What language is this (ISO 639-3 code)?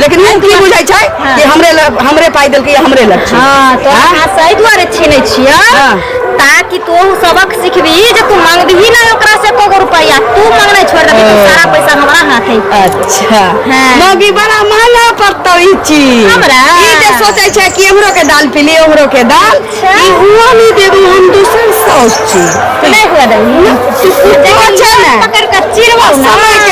mai